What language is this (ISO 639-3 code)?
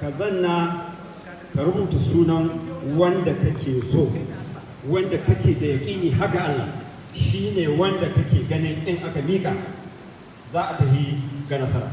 hau